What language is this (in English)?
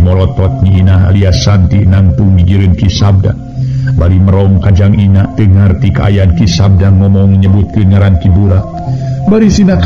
Sundanese